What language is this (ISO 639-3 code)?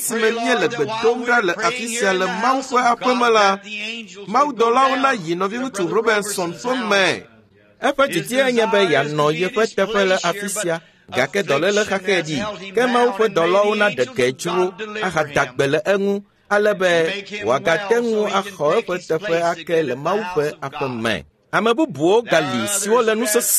ewe